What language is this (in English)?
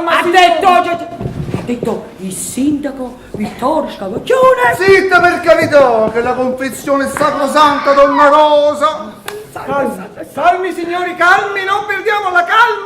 Neapolitan